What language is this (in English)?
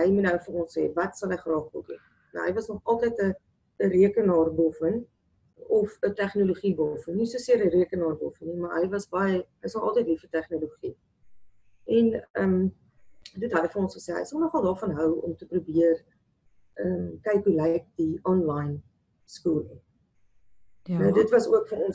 Afrikaans